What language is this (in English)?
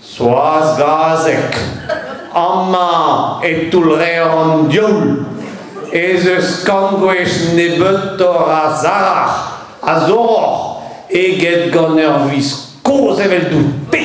Breton